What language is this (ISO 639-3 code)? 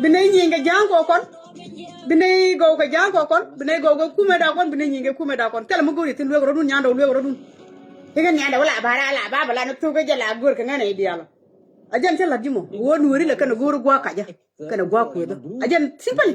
nus